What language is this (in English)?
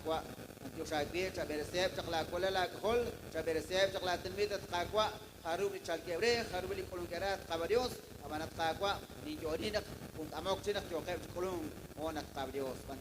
Kekchí